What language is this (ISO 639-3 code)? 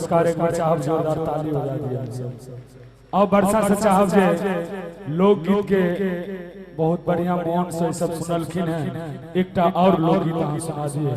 mai